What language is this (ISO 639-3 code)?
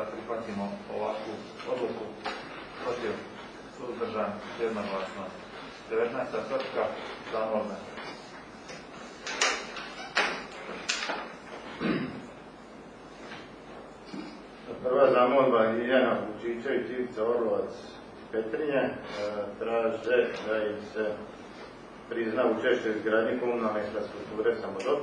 hrv